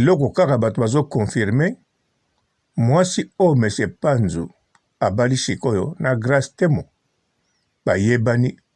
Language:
Lingala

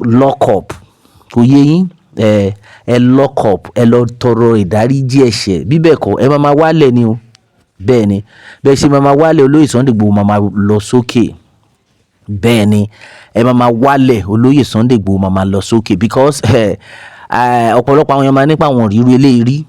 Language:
Yoruba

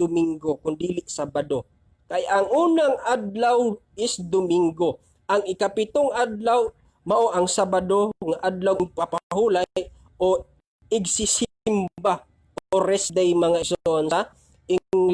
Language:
Cebuano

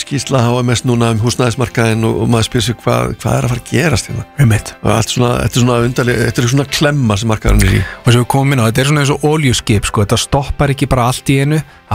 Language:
Icelandic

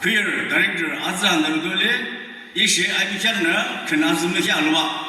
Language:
Yimchungru Naga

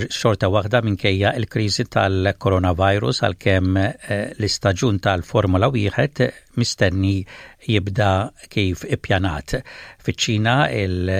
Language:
Maltese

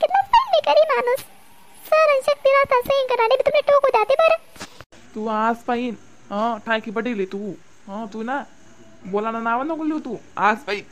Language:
Khandesi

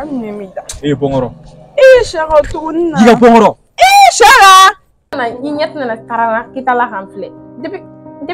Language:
Bambara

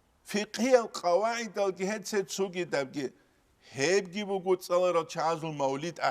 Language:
Avaric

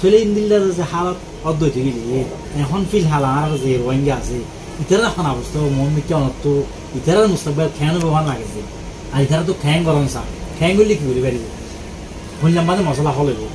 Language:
Rohingya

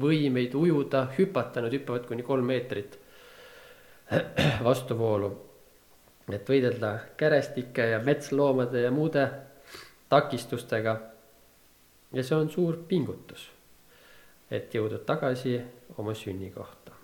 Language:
Estonian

